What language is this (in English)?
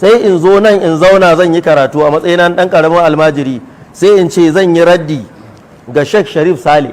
Hausa